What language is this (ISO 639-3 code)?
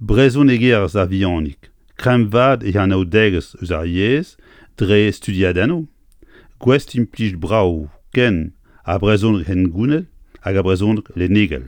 bre